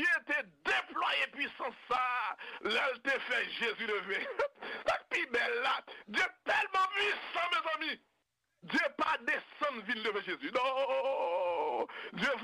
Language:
Haitian Creole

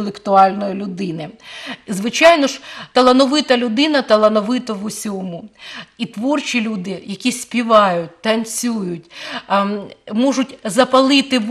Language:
Ukrainian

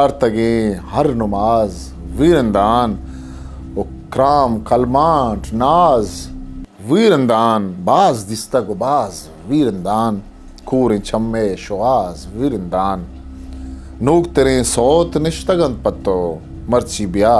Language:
Eastern Balochi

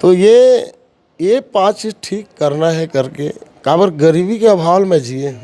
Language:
Chhattisgarhi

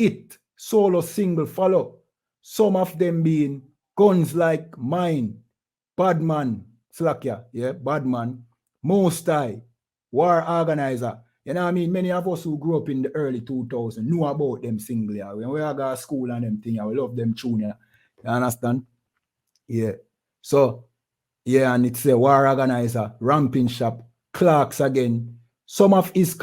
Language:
Jamaican Creole English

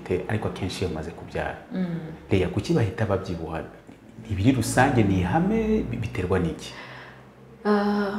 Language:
Kinyarwanda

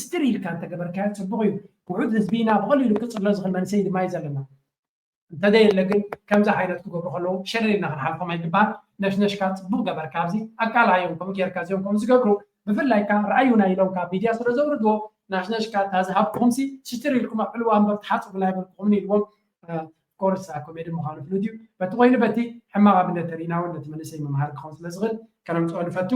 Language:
Tigrinya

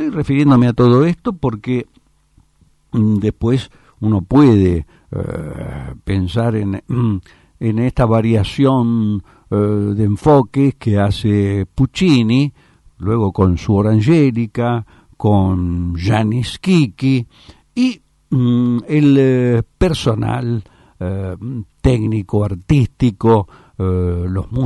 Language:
Spanish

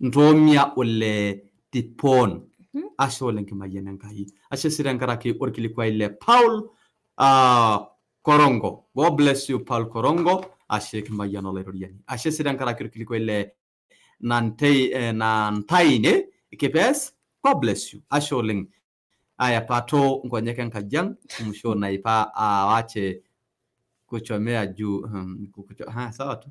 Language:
Masai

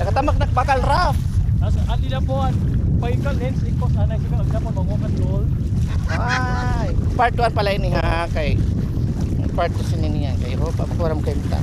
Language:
Waray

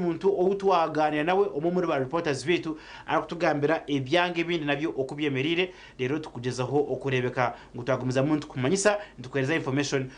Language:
Nyankole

